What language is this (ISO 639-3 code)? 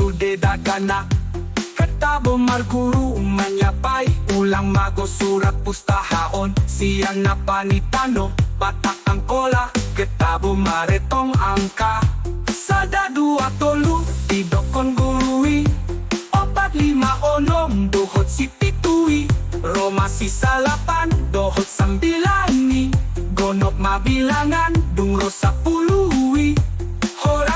bts